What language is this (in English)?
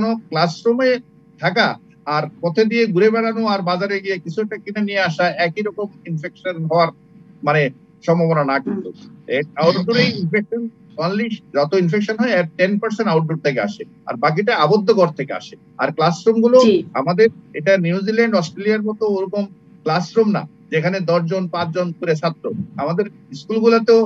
Bangla